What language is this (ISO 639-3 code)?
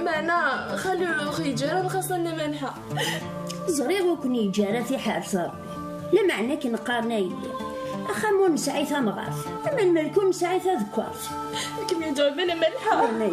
kab